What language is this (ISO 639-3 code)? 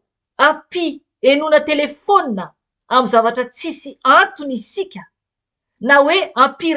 mlg